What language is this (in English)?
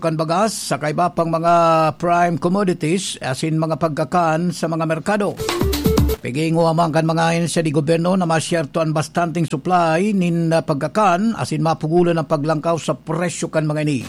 Bikol